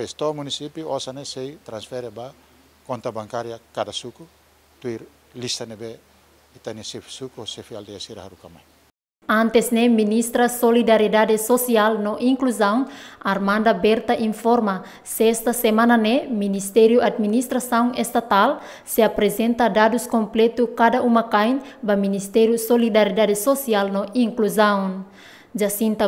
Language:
Tetum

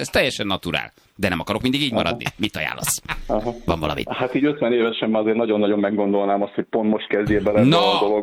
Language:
Hungarian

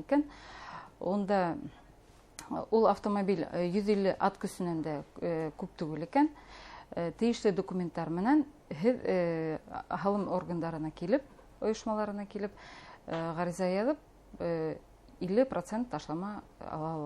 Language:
Bashkir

